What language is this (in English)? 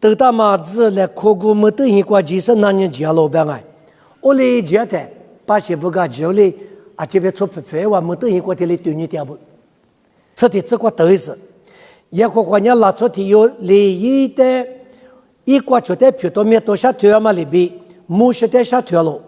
Lisu